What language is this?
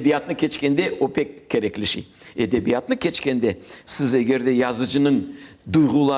Crimean Tatar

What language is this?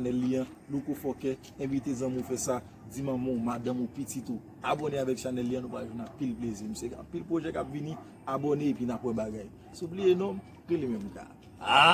Haitian Creole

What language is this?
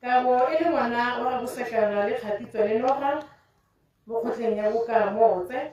Tswana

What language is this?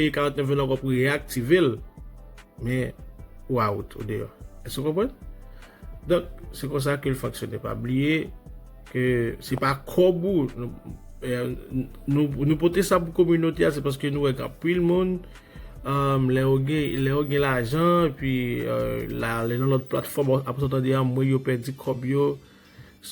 Haitian Creole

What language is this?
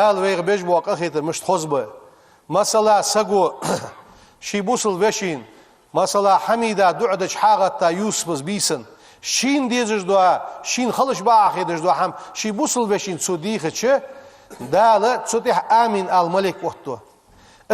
Ingush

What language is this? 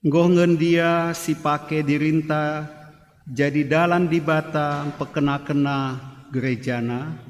Batak Karo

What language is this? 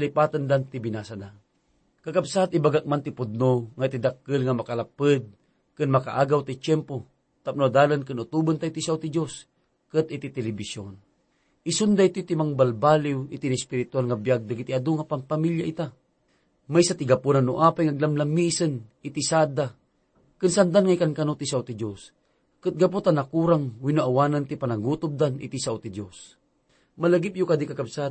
Iloko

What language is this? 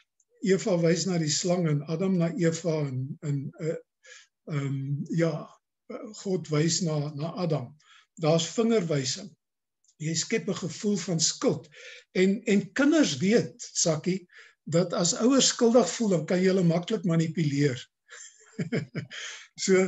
Afrikaans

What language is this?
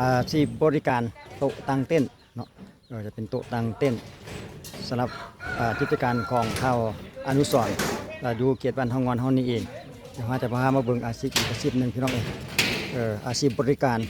Lao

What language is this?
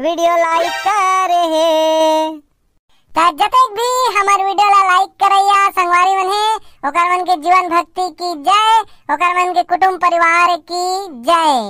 Chhattisgarhi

